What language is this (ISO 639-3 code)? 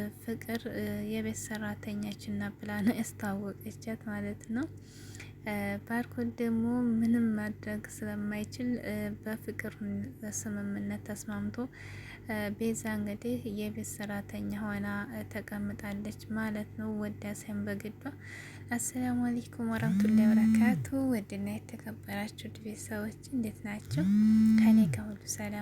amh